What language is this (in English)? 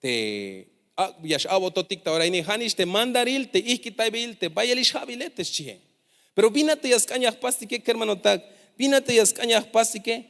Tzeltal